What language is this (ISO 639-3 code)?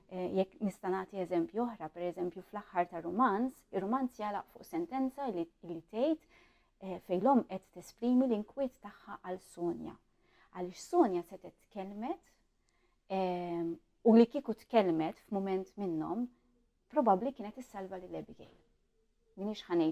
mlt